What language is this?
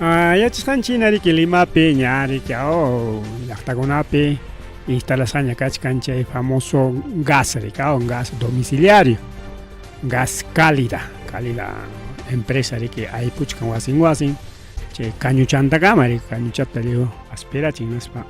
Ayacucho Quechua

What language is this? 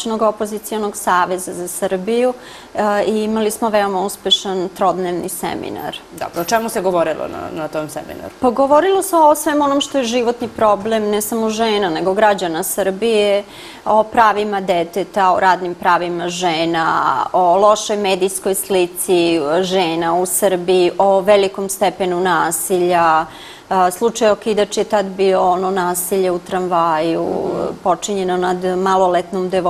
Serbian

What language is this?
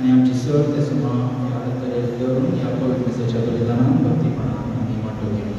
Konkani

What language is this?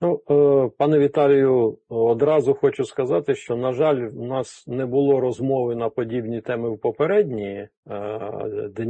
Ukrainian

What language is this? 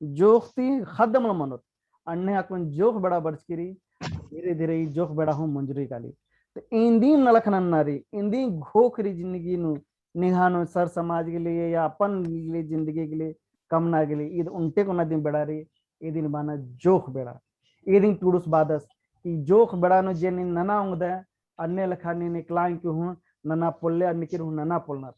Kurukh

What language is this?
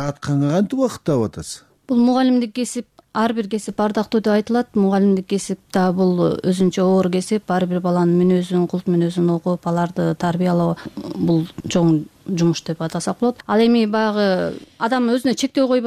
Kyrgyz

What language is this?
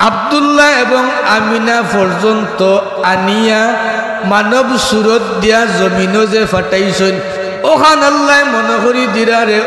Sylheti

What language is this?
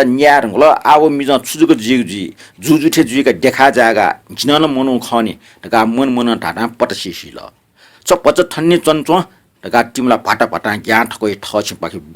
Newari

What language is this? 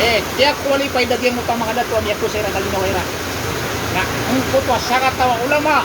Maranao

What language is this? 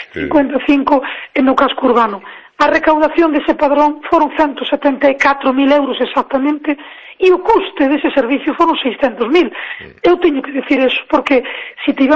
Galician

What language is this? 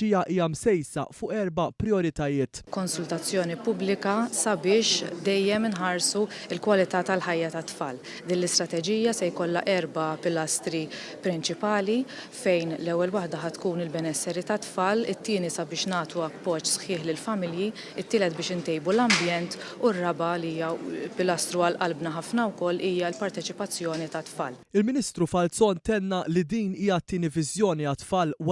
Maltese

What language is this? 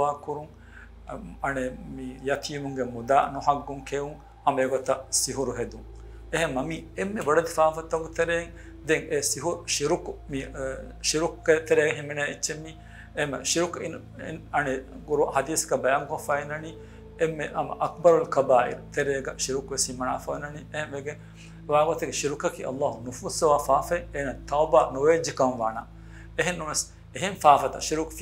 Divehi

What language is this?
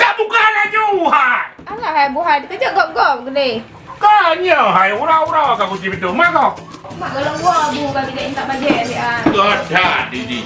Achinese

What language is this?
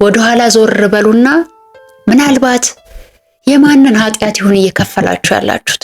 Amharic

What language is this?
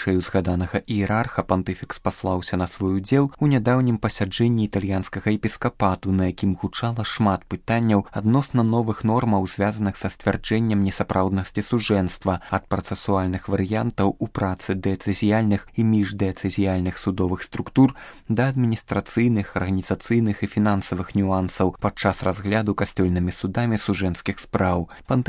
Belarusian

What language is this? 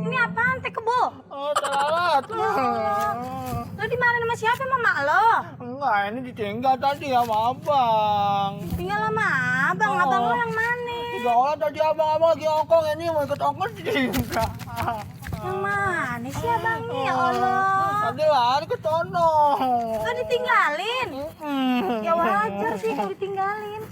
Betawi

